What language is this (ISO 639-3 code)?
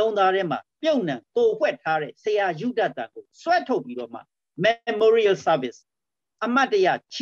mya